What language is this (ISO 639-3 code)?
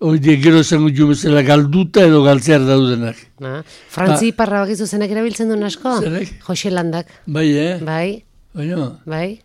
eus